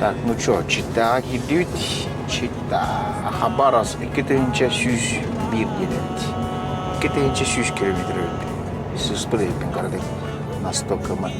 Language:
Yakut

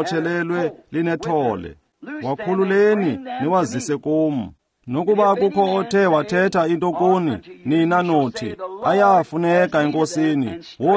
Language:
Xhosa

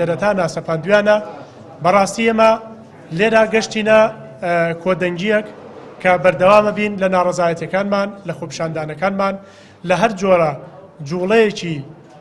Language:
Central Kurdish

